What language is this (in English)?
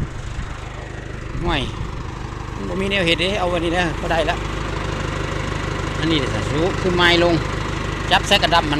Lao